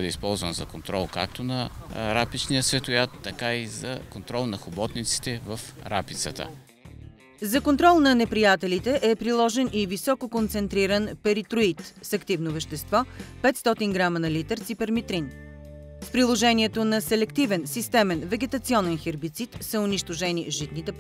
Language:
Bulgarian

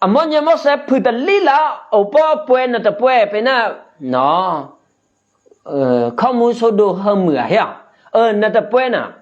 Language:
Eastern Kayah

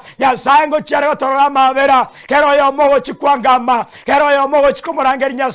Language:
Gusii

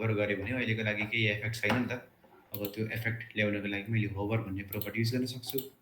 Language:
Nepali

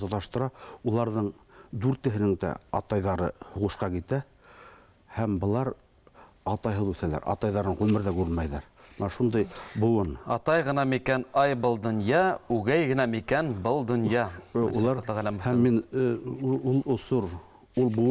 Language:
Bashkir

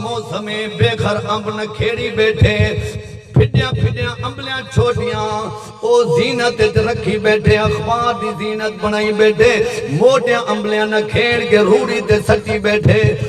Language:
Saraiki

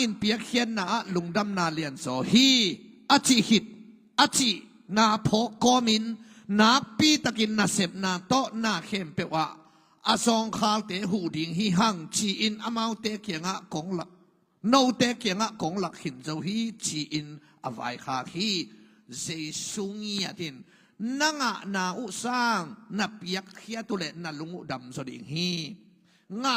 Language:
Tedim Chin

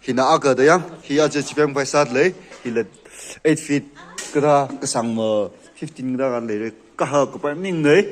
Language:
Tangkhul Naga (India)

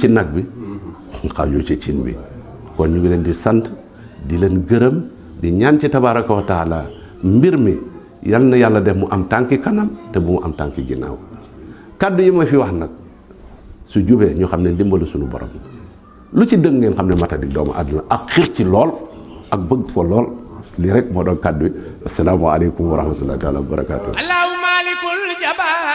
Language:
Wolof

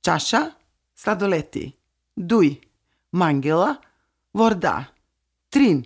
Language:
Serbian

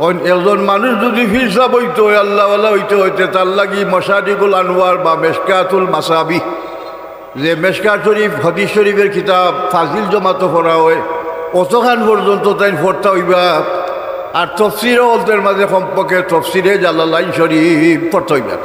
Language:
Sylheti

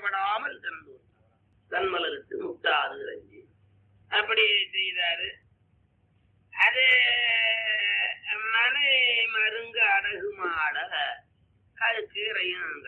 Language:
Tamil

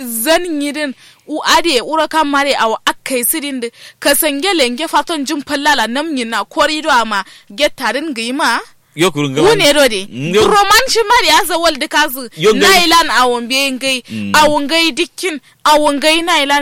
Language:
Kanuri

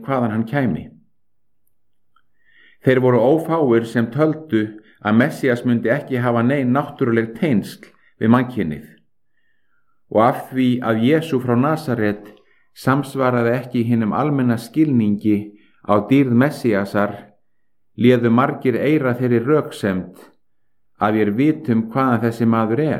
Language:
Icelandic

